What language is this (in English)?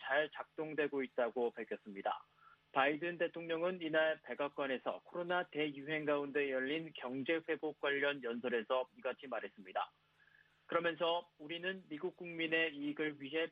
Korean